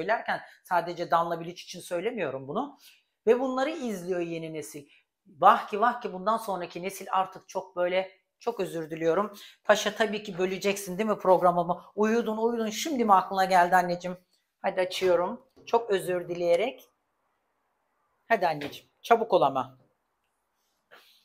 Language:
Turkish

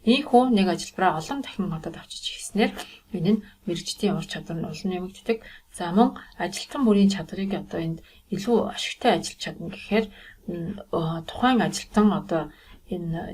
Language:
Mongolian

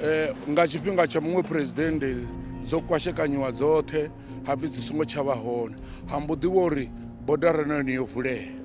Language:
Venda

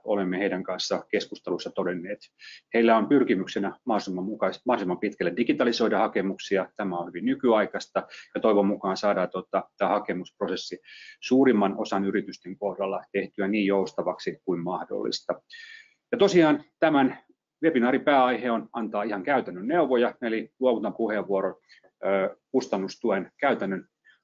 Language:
Finnish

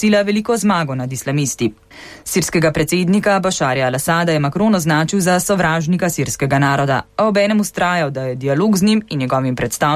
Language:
Slovenian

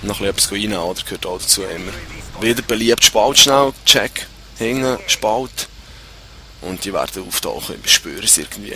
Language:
Swiss German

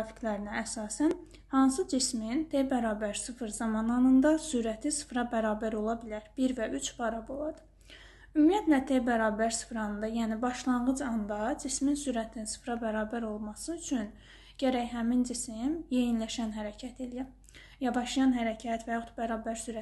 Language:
Azerbaijani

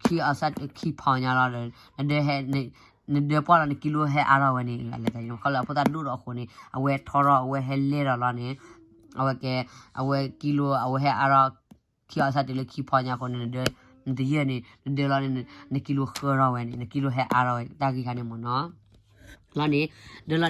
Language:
S'gaw Karen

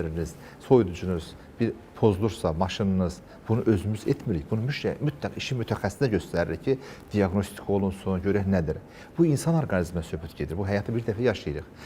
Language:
Azerbaijani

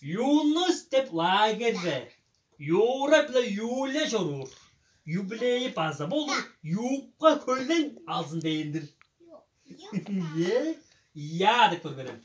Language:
Tuvinian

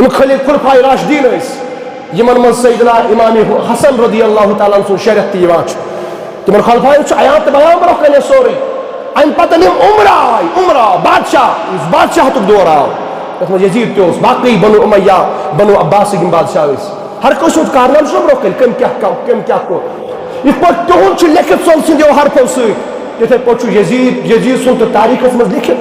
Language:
Kashmiri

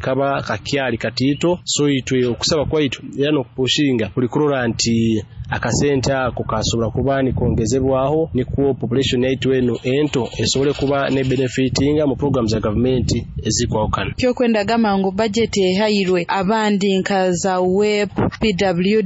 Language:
Nyoro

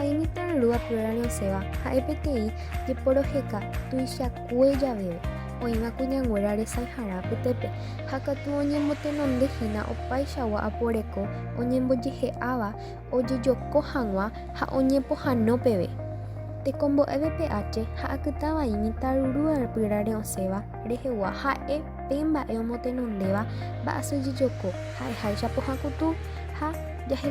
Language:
Guarani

